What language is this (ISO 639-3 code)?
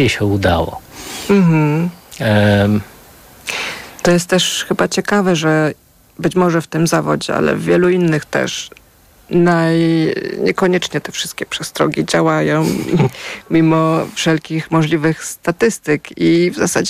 pol